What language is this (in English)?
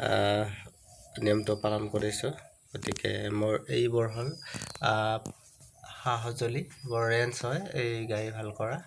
Assamese